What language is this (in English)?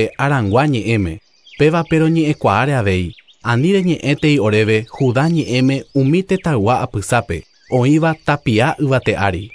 Guarani